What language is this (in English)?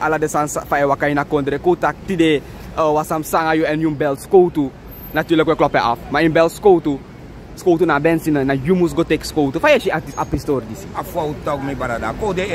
Sranan Tongo